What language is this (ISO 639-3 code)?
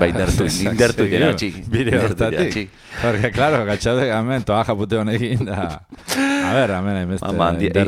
eus